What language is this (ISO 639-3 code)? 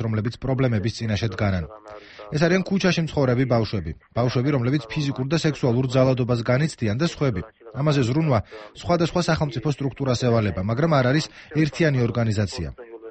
kat